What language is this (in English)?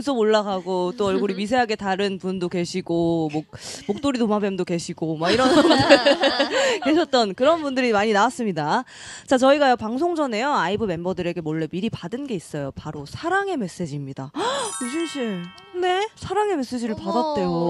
Korean